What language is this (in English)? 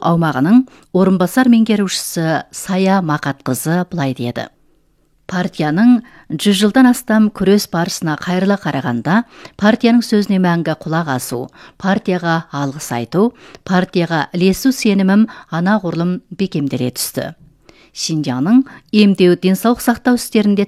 Kazakh